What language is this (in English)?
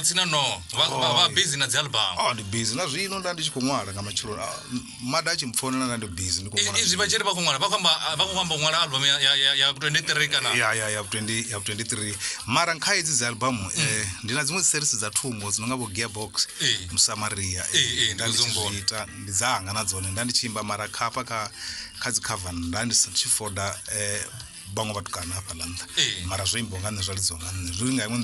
Venda